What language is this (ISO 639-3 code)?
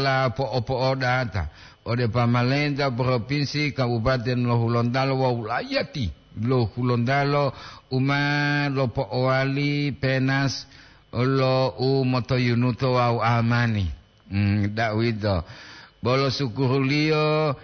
gor